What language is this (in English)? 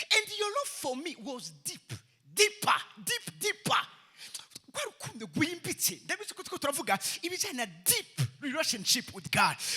Rundi